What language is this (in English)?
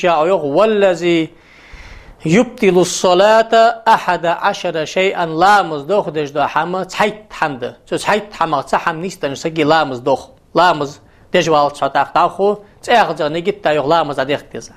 Ingush